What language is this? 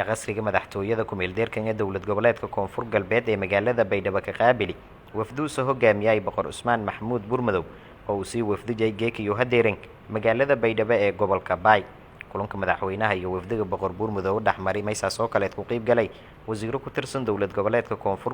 Somali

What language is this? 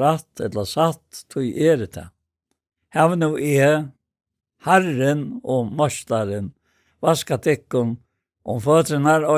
Faroese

